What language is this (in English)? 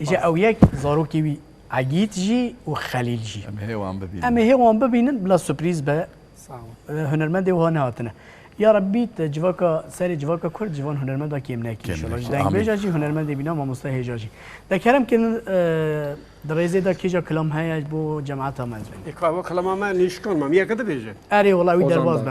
Kurdish